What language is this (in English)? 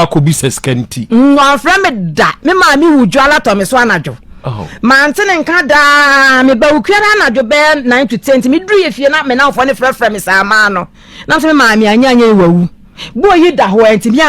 Akan